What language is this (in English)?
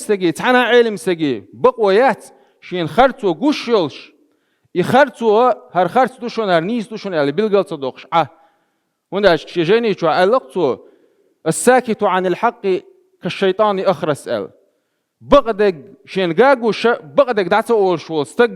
Chechen